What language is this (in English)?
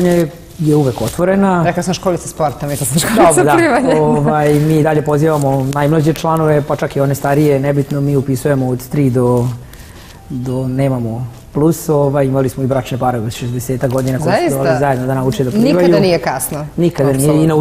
Serbian